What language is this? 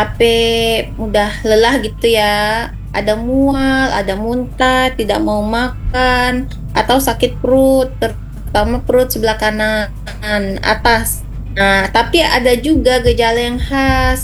Indonesian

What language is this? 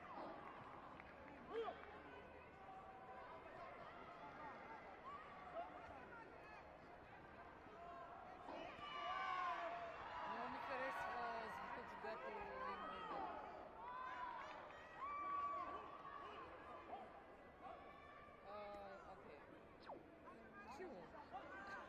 Bulgarian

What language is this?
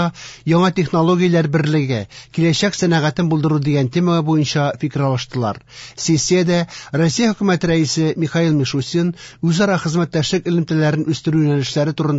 Tatar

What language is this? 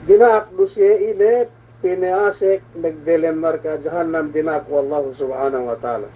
Yakan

